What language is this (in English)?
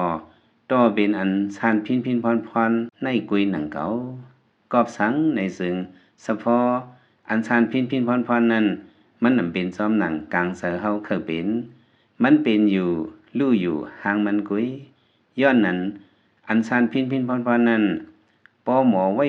Lao